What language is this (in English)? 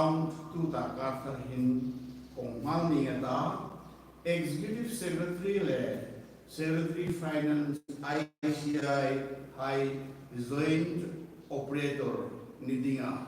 Hmar